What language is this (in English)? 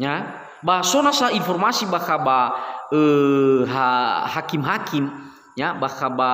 Nias